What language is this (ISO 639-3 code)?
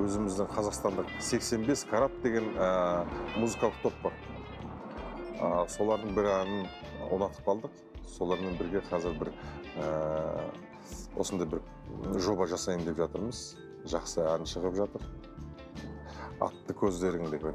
kaz